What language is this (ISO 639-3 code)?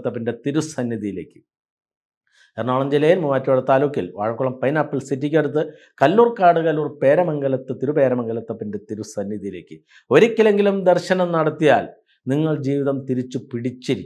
mal